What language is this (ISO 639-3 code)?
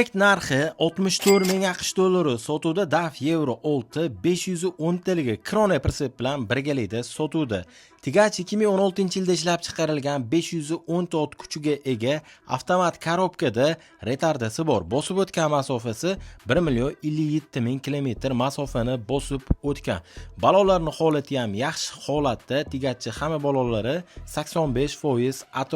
uzb